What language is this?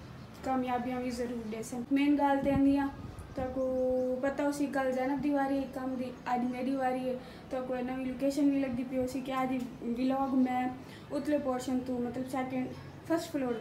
Saraiki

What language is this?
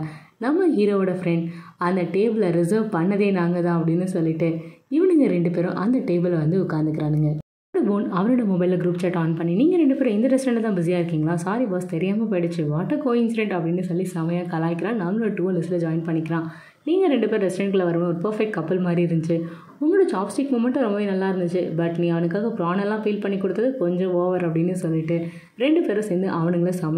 Tamil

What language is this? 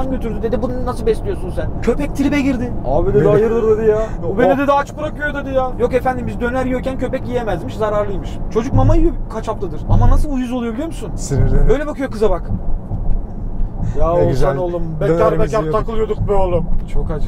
Turkish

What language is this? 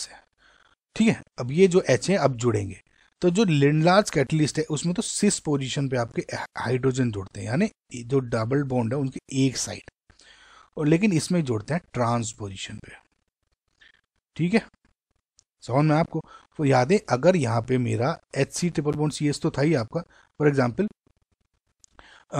Hindi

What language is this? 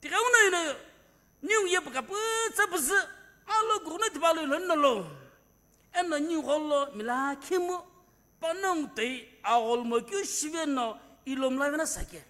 Sumi Naga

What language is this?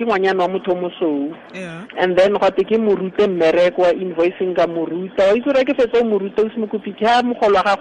Tswana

